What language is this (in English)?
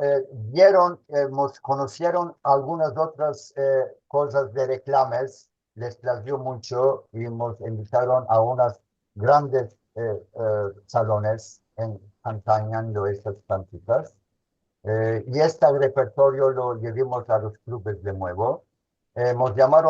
Ladino